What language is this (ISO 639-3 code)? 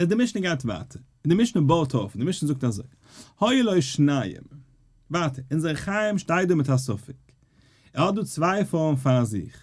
yid